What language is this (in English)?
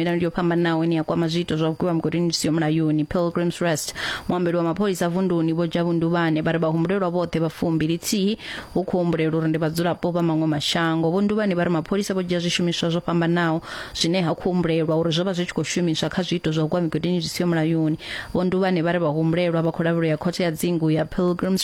Venda